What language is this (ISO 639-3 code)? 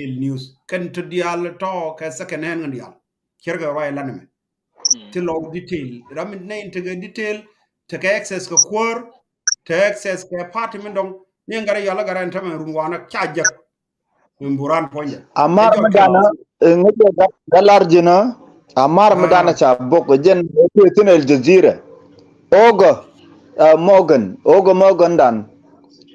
nus